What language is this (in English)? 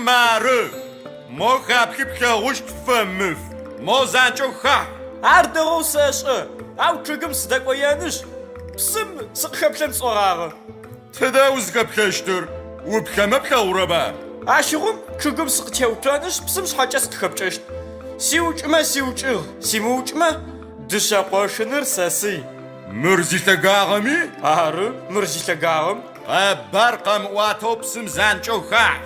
Adyghe